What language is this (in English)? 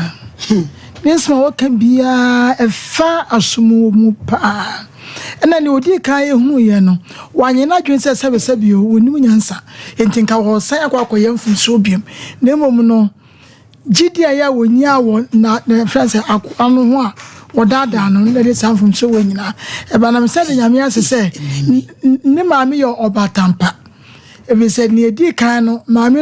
Akan